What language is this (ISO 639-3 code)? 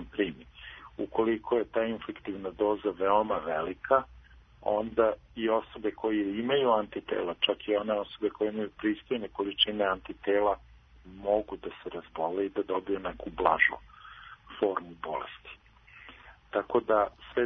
srp